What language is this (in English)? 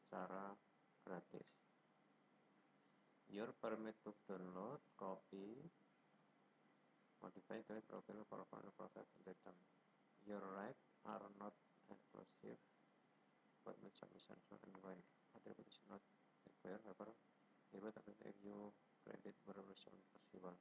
Indonesian